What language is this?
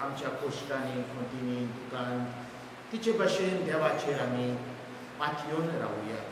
Konkani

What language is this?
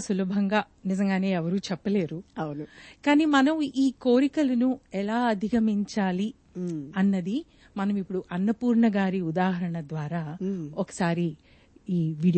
Telugu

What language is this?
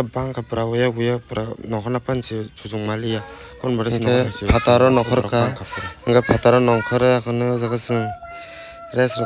Kok Borok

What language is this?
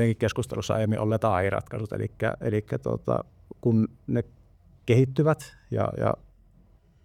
Finnish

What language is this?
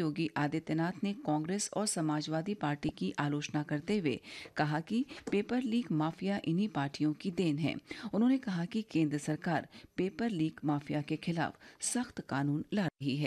Hindi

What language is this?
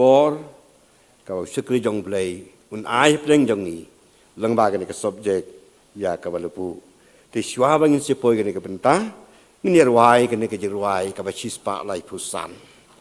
Khasi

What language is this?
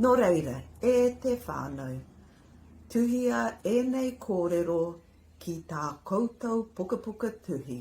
Māori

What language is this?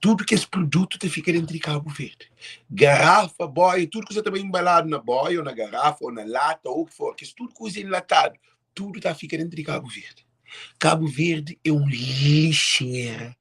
Kabuverdianu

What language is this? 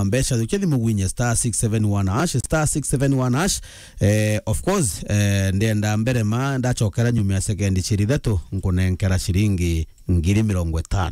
Meru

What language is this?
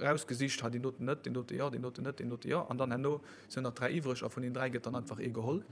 Luxembourgish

